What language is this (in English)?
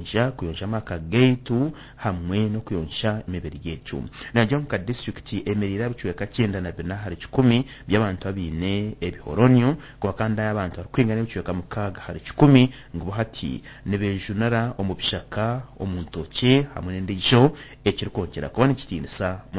Nyankole